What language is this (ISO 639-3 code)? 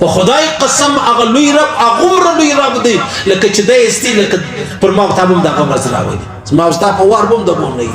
pus